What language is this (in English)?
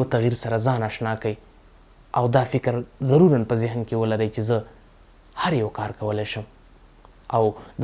Pashto